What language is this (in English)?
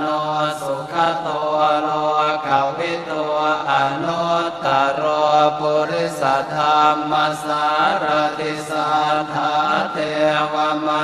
Pali